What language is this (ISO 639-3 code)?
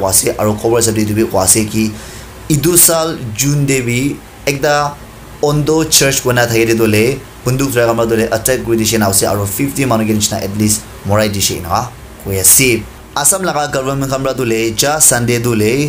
nag